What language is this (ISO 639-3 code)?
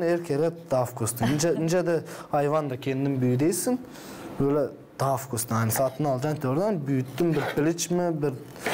gag